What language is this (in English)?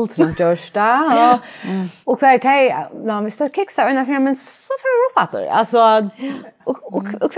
Faroese